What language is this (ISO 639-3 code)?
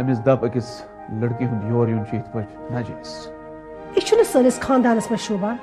kas